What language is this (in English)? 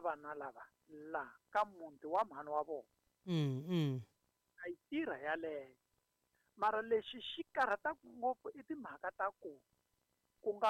Tsonga